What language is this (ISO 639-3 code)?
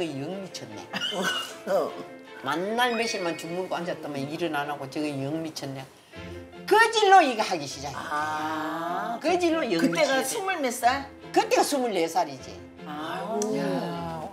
kor